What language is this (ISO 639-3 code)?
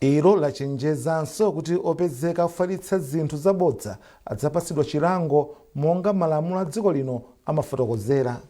nya